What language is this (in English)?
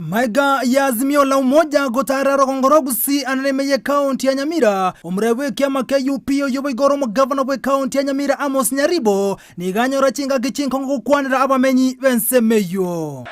Gusii